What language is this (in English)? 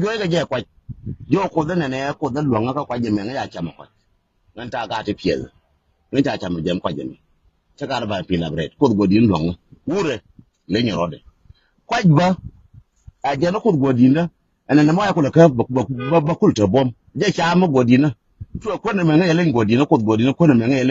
Nuer